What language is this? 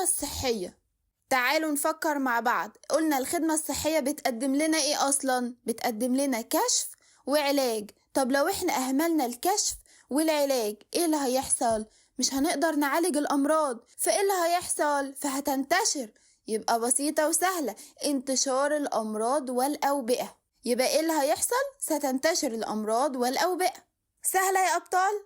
Egyptian Arabic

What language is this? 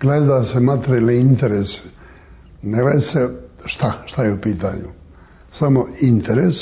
Serbian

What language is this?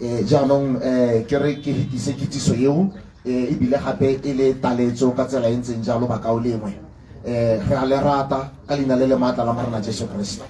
Tswana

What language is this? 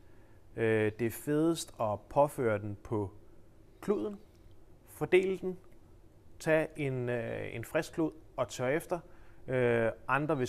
Danish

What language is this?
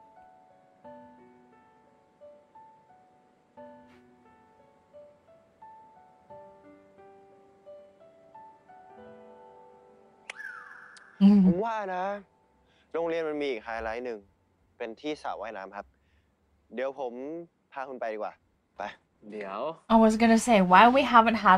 Thai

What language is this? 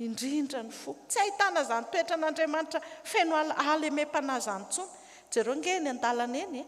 Malagasy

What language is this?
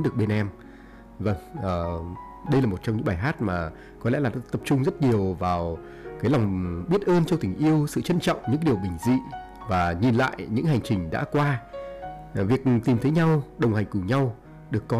Vietnamese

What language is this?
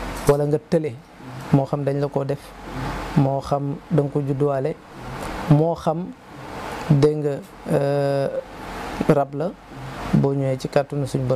Wolof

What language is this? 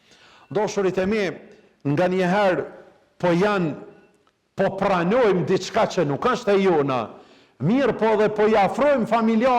Albanian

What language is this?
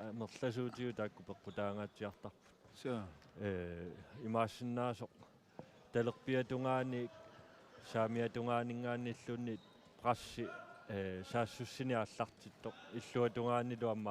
Kalaallisut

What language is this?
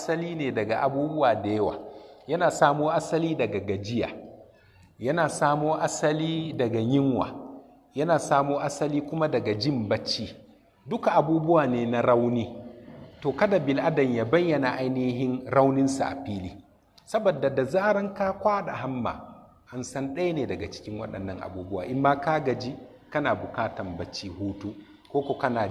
Hausa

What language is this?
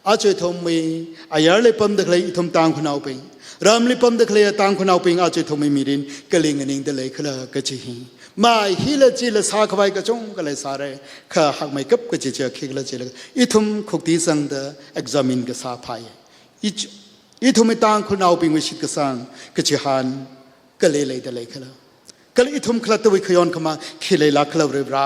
Tangkhul Naga (India)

